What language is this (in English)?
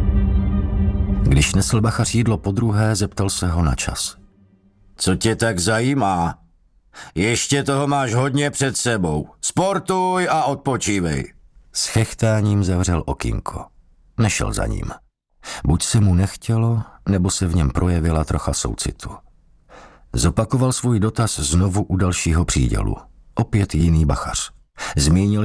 Czech